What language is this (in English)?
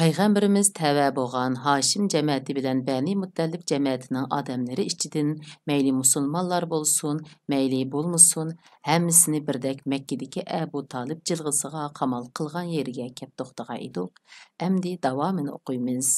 Uyghur